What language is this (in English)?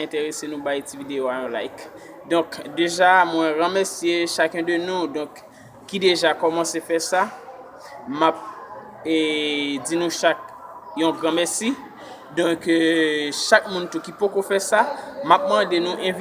Haitian Creole